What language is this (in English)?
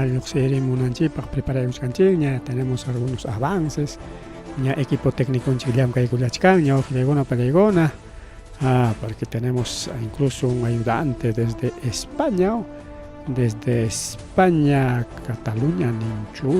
Ayacucho Quechua